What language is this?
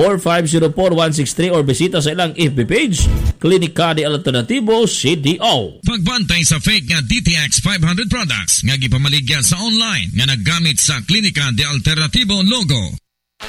Cebuano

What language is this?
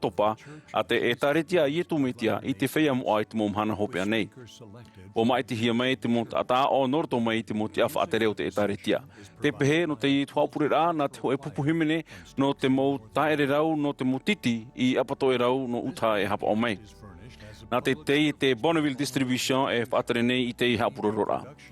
Tahitian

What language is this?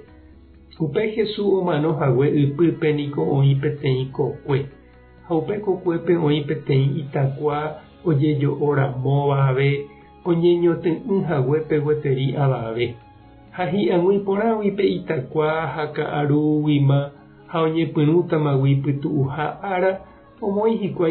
Guarani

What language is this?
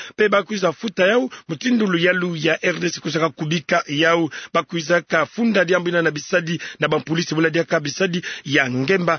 Kituba (Democratic Republic of Congo)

